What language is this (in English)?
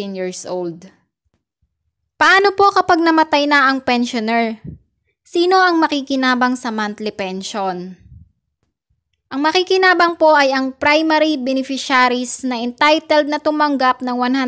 Filipino